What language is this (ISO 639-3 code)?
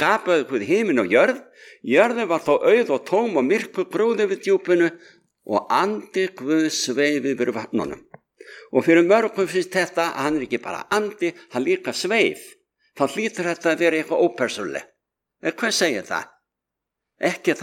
isl